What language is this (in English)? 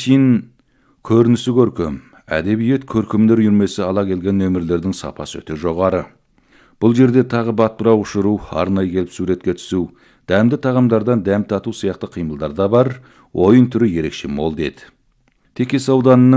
Kazakh